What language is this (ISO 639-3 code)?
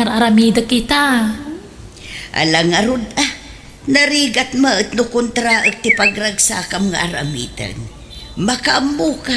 ilo